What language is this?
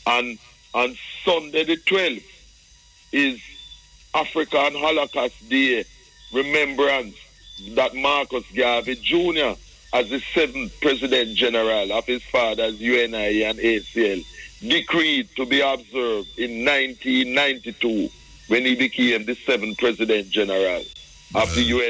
Jamaican Creole English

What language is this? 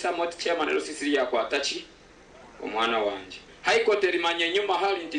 Nyankole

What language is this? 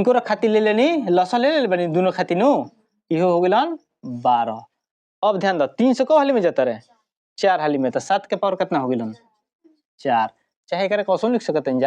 Bhojpuri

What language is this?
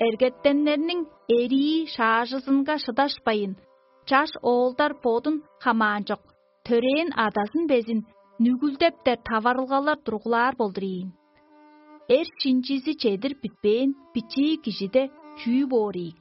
Tuvinian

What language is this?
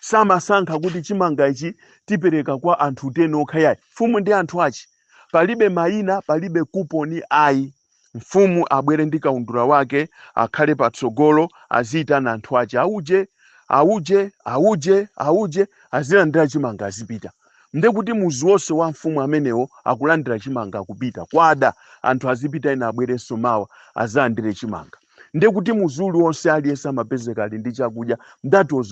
Nyanja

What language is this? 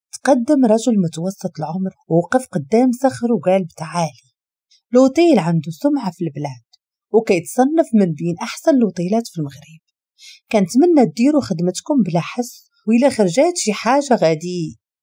Moroccan Arabic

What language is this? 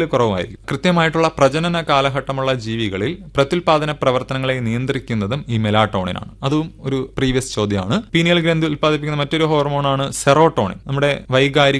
Malayalam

